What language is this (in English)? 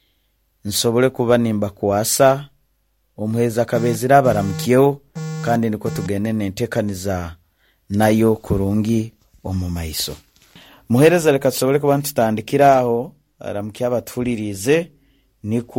Nyoro